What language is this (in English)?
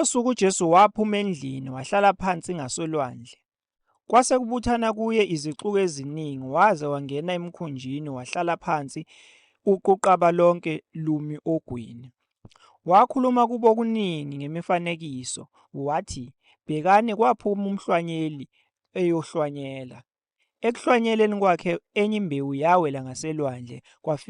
Zulu